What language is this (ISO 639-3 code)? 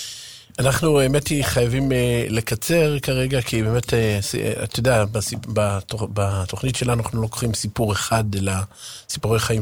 heb